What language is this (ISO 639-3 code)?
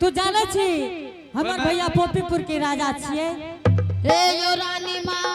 anp